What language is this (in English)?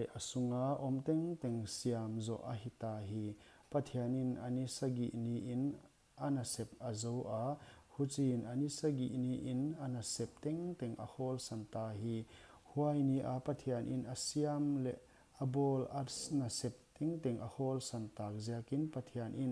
Paite Chin